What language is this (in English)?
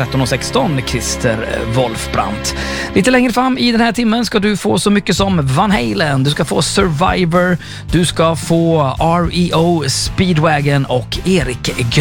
Swedish